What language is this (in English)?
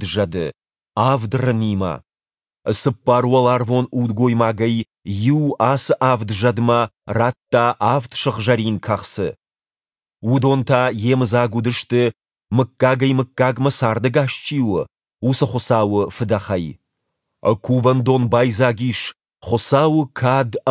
Ossetic